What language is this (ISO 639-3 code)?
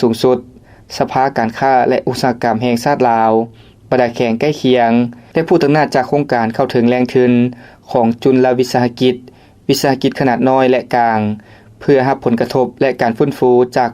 lao